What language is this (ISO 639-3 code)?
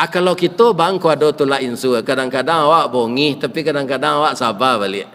min